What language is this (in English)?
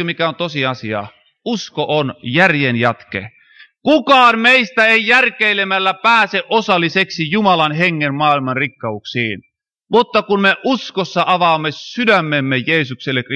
Finnish